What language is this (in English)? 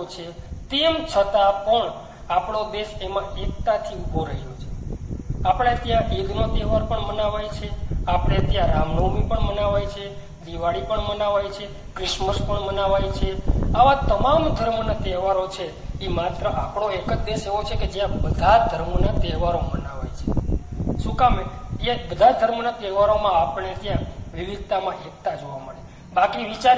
Gujarati